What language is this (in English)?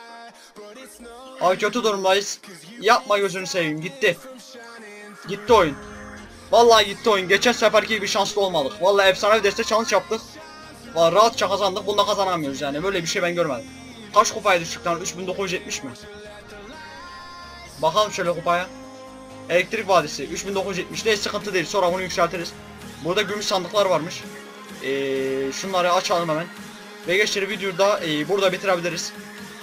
Turkish